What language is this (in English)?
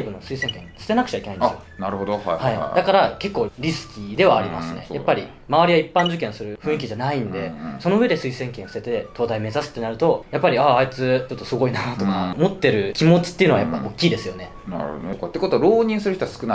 Japanese